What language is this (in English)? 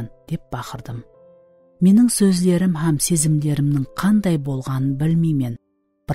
Kara-Kalpak